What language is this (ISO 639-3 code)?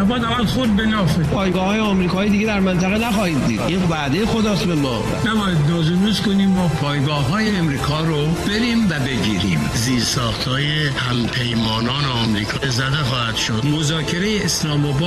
fas